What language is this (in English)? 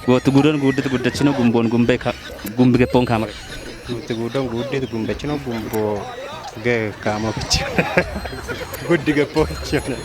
Kafa